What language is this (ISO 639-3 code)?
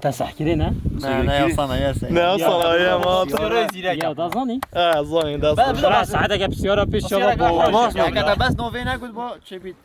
kur